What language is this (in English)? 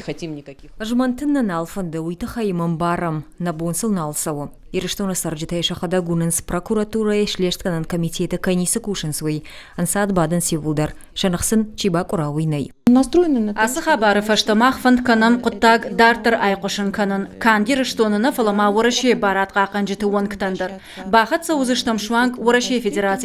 Ossetic